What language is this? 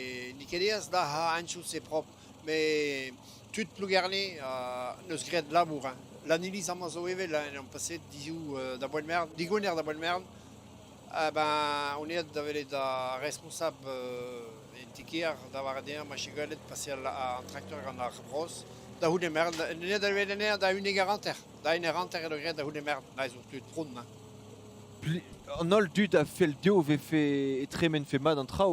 Breton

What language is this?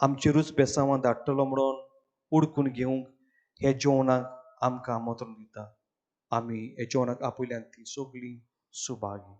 Konkani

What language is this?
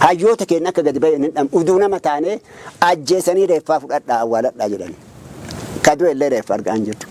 Oromo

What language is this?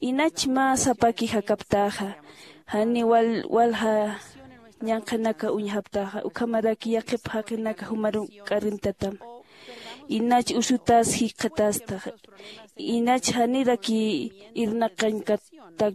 Aymara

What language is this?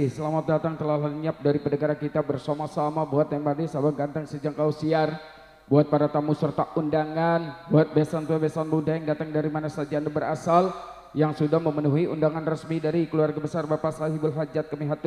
Betawi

